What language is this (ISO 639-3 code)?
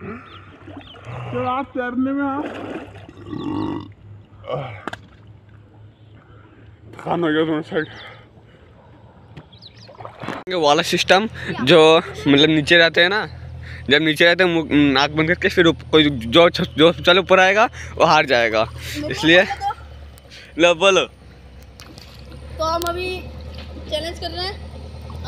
hin